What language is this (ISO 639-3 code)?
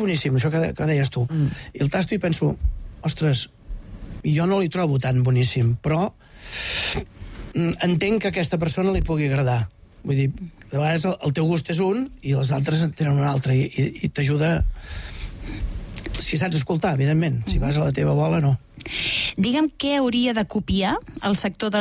cat